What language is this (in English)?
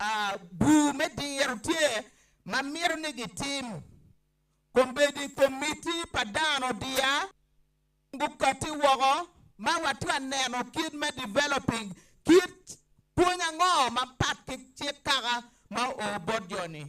Acoli